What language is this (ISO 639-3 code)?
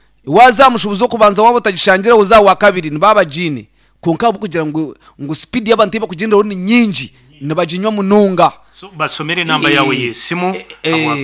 nyn